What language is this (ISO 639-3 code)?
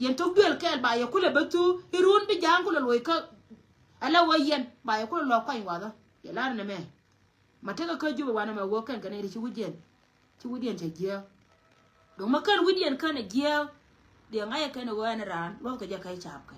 nus